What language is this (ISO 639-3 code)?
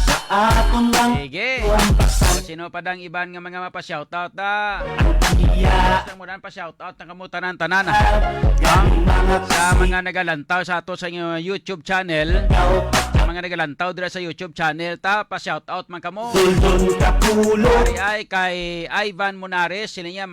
hil